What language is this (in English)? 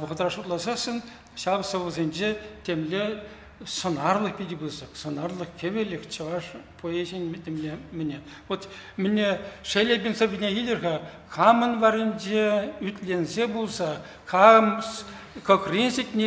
Chuvash